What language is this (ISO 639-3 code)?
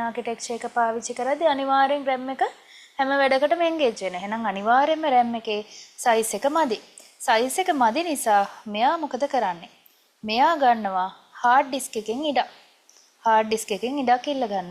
sin